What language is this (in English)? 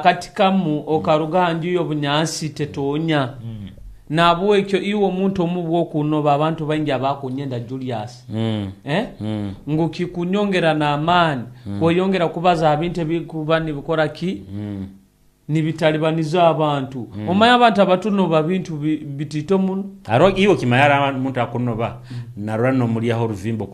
Nyoro